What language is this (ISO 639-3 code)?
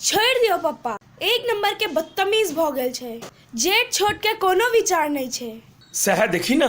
mai